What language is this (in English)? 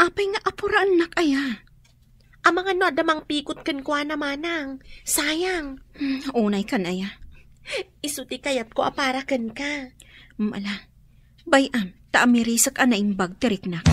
Iloko